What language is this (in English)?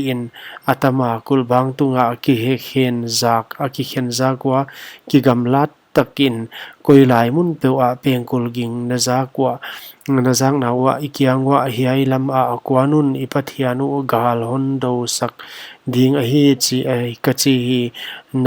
Paite Chin